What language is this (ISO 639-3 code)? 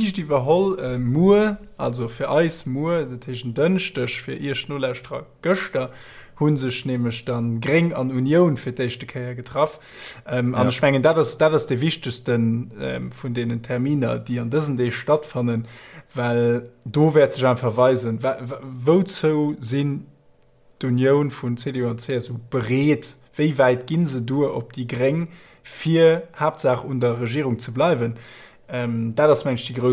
ltz